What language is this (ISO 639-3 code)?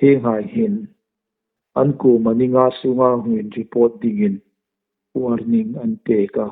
hmr